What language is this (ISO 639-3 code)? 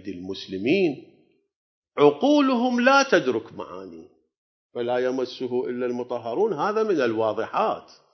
ara